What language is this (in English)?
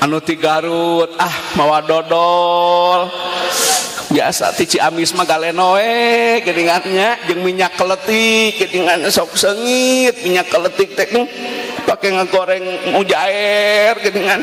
Sundanese